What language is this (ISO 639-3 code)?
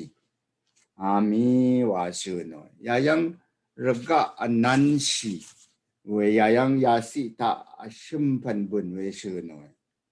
raw